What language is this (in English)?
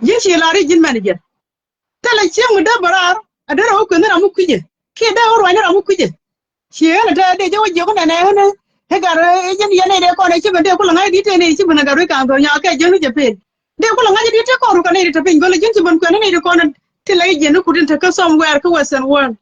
Nuer